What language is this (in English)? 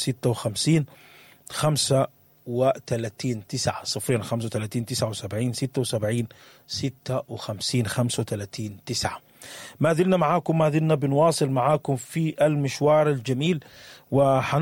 Sudanese Arabic